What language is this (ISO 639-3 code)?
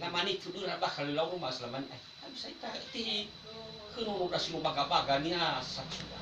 nia